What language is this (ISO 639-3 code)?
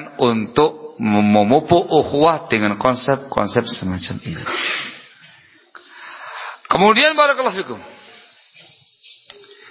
ind